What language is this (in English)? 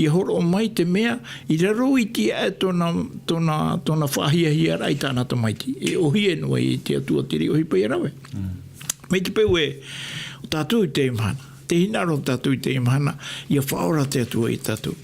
Tahitian